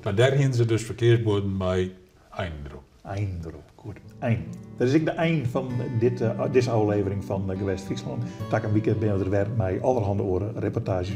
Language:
Western Frisian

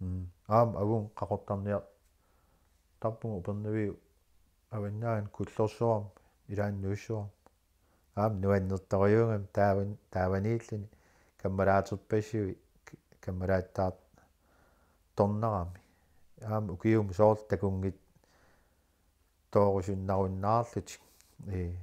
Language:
Kalaallisut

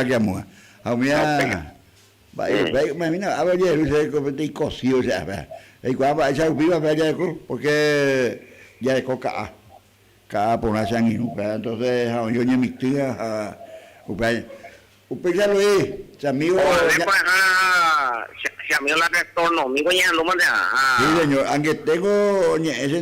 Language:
Guarani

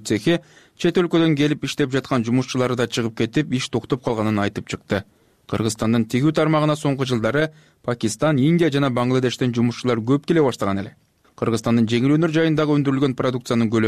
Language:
Kyrgyz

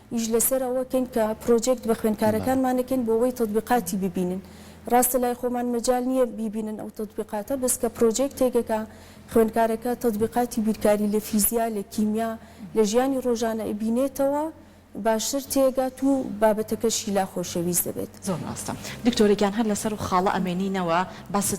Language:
Central Kurdish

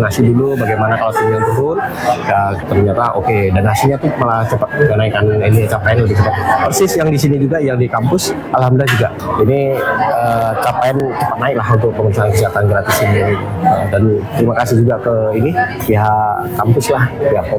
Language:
Indonesian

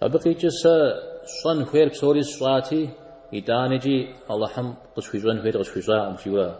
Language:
Kabardian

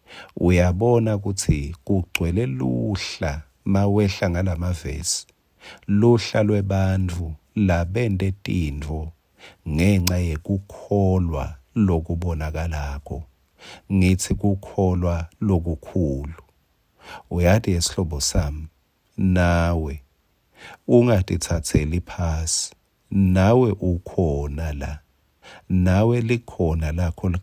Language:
Swati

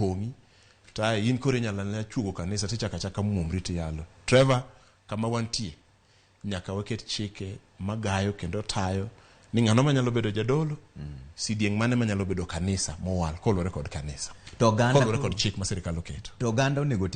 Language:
Luo (Kenya and Tanzania)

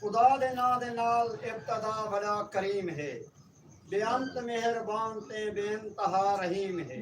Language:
Saraiki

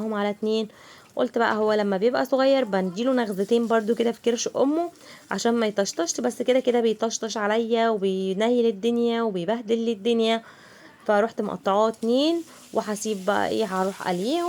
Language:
Egyptian Arabic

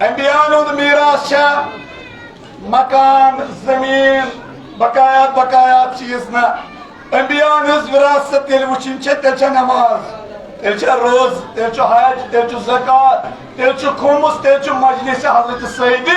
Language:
Kashmiri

